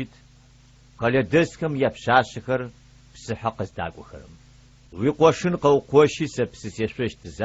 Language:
Adyghe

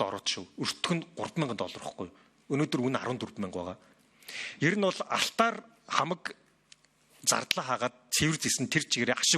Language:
Mongolian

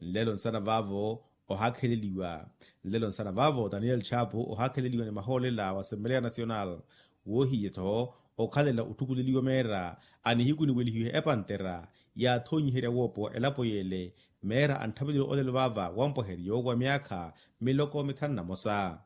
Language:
Makhuwa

